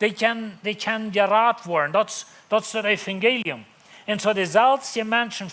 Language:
Plautdietsch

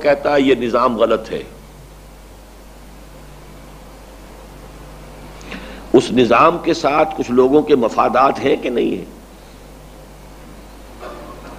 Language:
Urdu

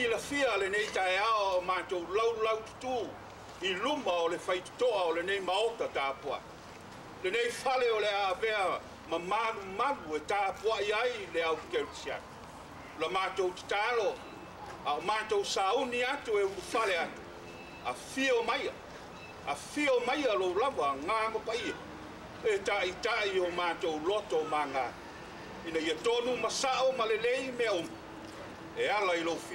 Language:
Samoan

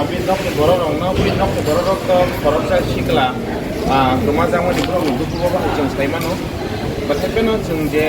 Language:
Kok Borok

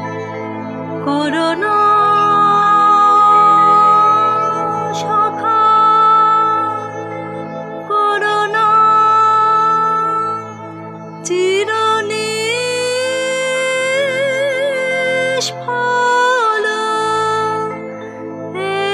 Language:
Bangla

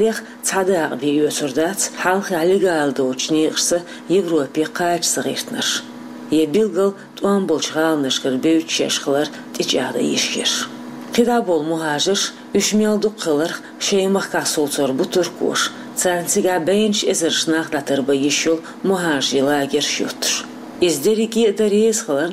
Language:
Chechen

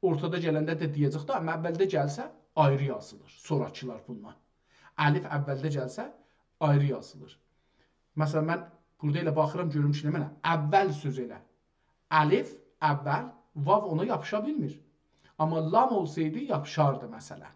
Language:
South Azerbaijani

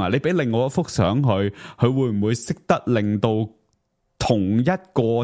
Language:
Cantonese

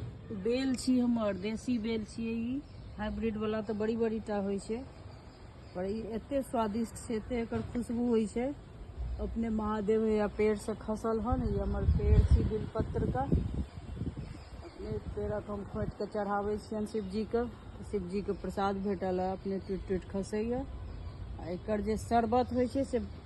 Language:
Maithili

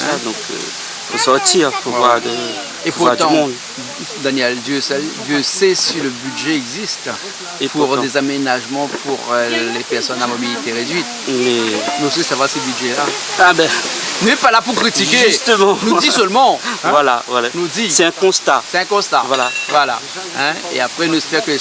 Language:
Réunion Creole French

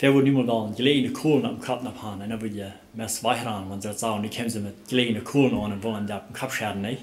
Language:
Plautdietsch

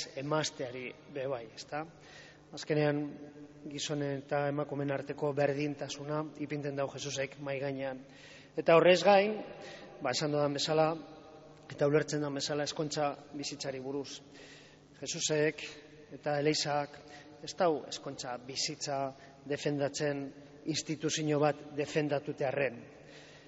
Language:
Basque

